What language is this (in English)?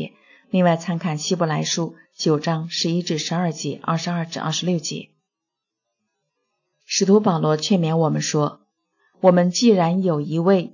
Chinese